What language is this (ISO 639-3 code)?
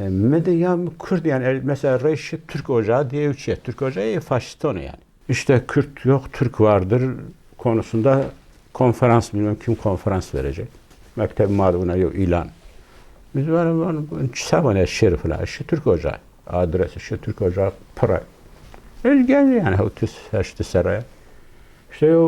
kur